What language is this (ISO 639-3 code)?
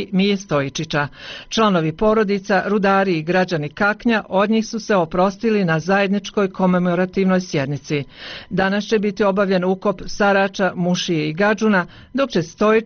bos